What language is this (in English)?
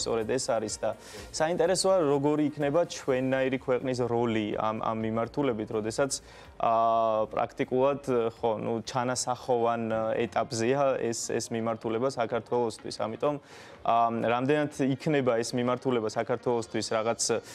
Georgian